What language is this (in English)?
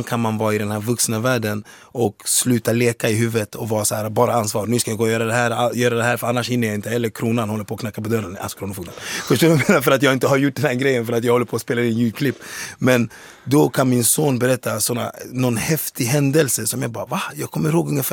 Swedish